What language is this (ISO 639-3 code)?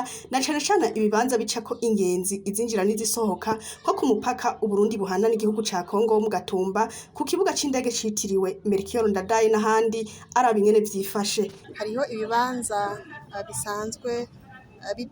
run